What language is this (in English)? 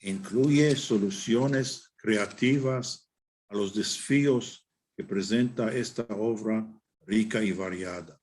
Ladino